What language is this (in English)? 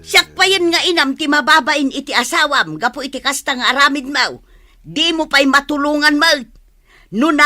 Iloko